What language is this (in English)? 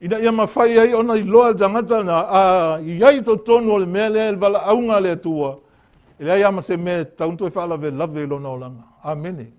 Samoan